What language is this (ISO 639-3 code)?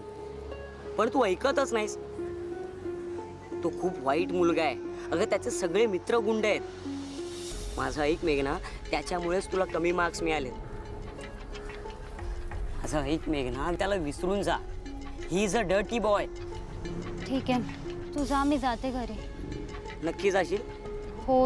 mar